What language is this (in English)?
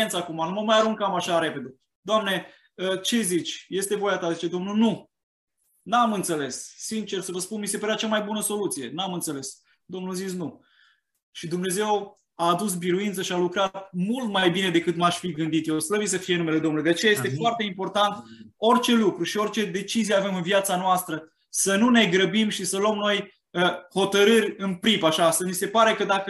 Romanian